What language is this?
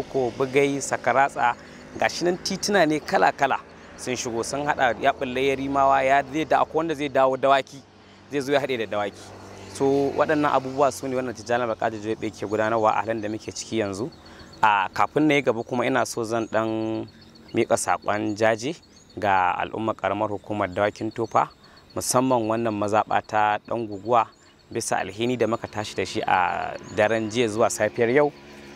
Hausa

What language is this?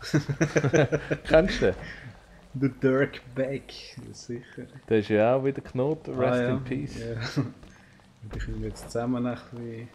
Swiss German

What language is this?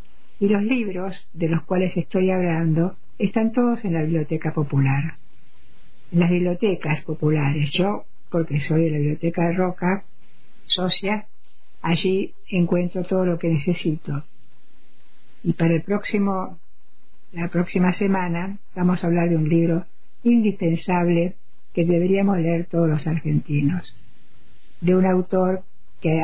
Spanish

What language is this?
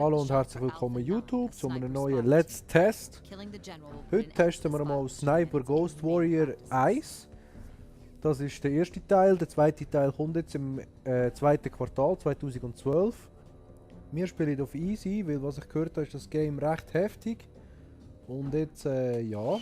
Swiss German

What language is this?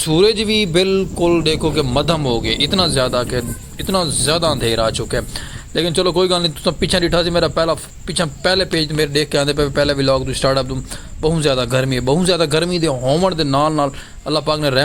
Saraiki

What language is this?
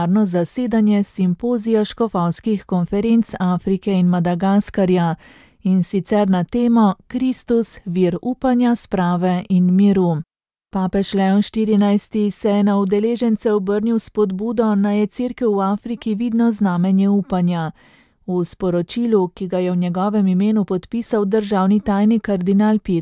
Slovenian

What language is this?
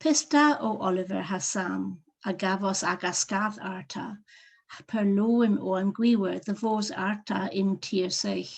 Cornish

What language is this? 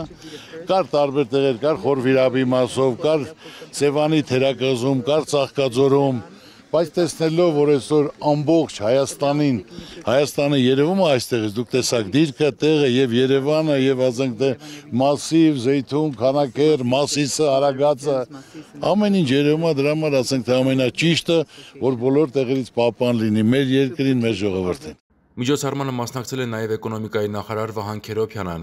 Armenian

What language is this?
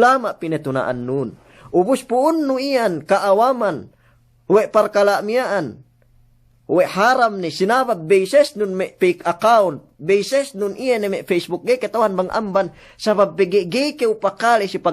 Yakan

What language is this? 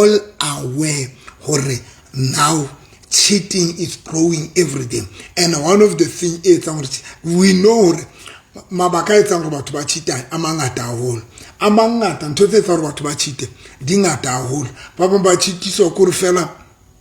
Southern Sotho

